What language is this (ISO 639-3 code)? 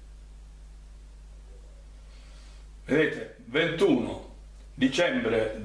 ita